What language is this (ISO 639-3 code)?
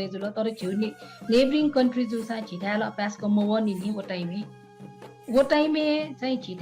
new